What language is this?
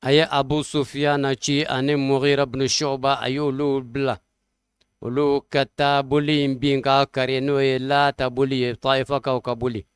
Bambara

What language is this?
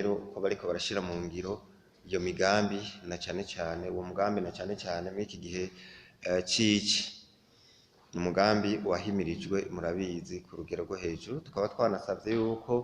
Rundi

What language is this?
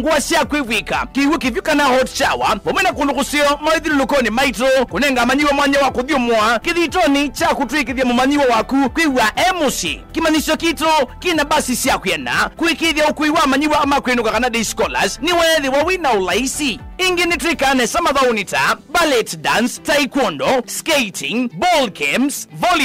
Kamba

